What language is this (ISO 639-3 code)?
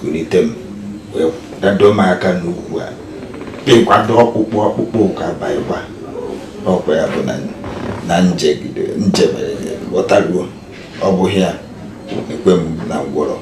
ibo